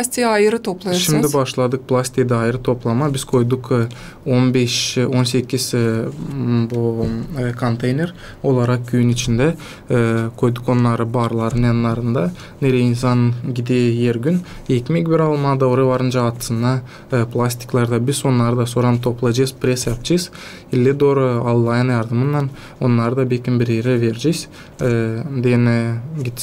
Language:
Gagauz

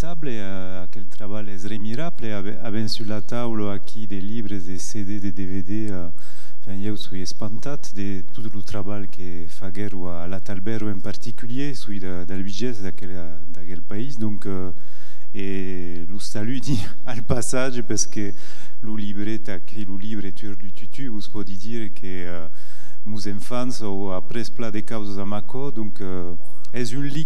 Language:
Occitan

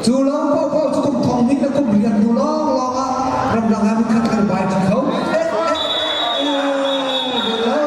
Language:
Hakha Chin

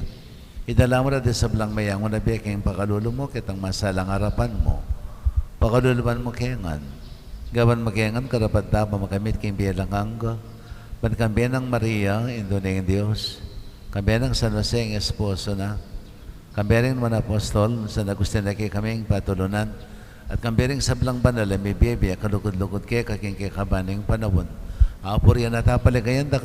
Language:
Pampanga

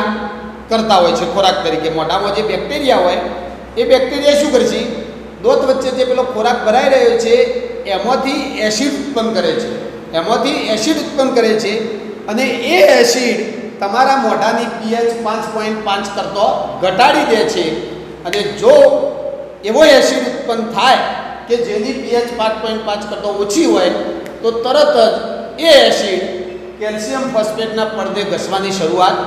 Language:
Gujarati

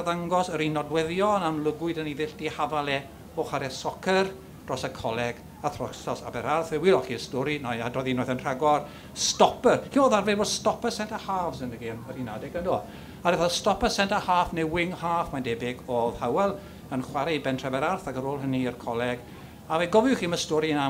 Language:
Welsh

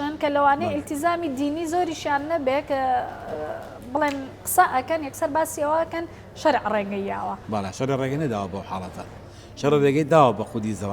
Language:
Central Kurdish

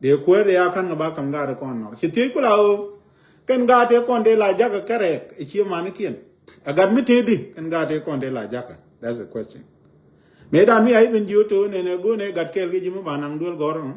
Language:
Nuer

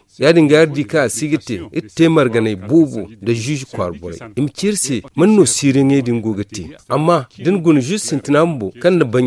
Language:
Zarma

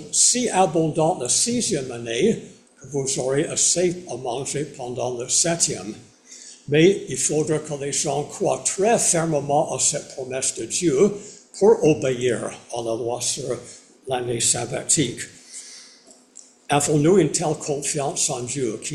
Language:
French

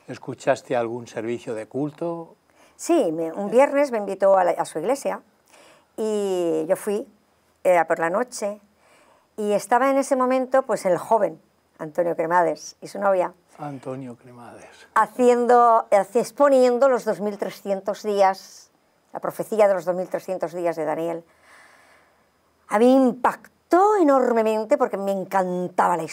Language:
Spanish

